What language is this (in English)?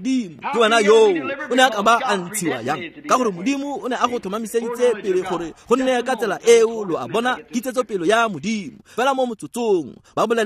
Tswana